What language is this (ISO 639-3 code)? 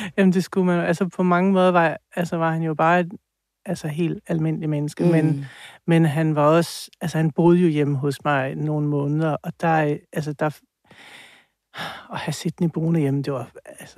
dan